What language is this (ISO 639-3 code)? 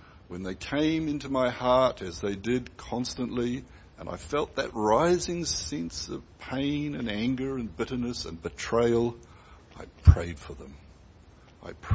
eng